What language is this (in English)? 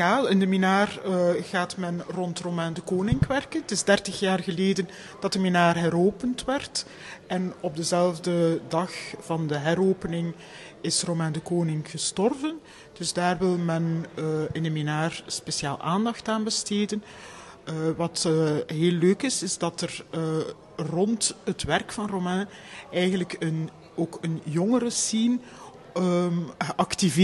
Dutch